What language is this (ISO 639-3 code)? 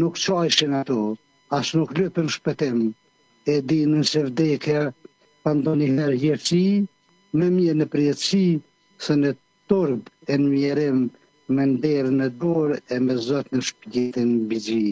sqi